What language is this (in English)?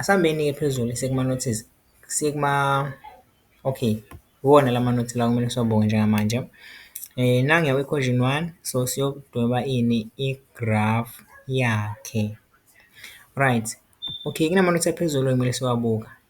Zulu